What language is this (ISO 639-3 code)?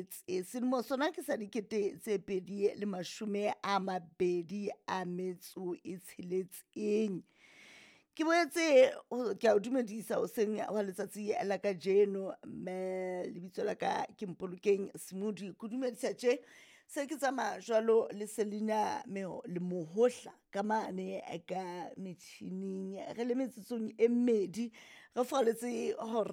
sot